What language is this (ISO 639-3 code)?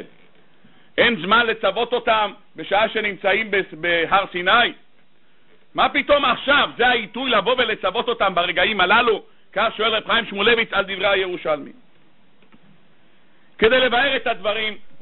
heb